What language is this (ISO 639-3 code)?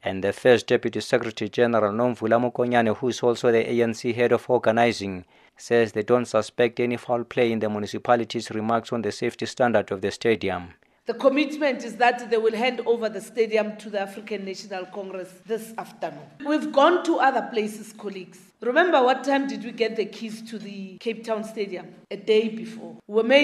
eng